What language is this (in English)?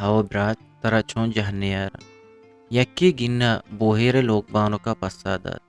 Eastern Balochi